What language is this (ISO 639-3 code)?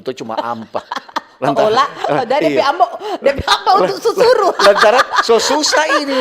xmm